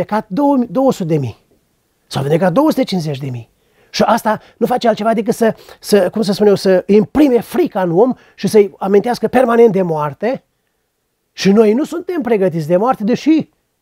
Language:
Romanian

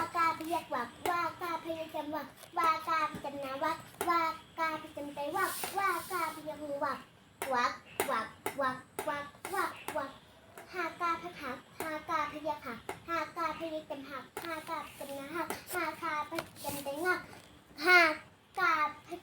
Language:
Shan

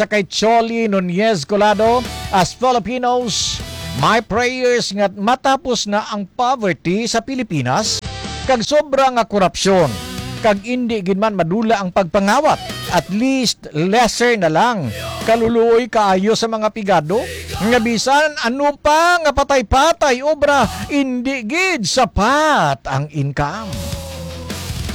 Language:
Hiligaynon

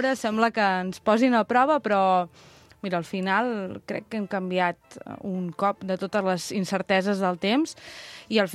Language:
Catalan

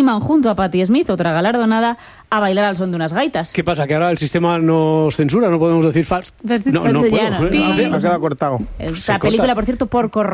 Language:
Spanish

